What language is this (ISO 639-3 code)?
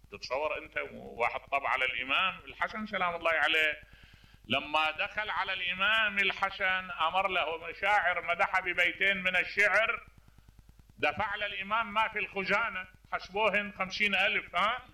acm